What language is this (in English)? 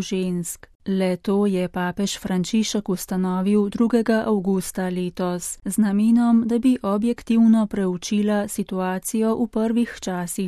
Slovenian